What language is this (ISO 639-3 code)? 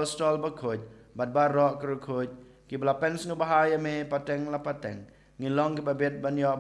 kha